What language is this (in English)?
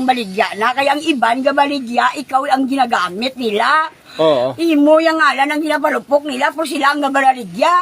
Hiligaynon